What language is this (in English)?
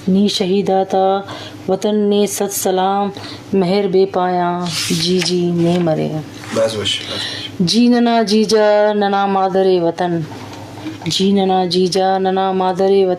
Brahui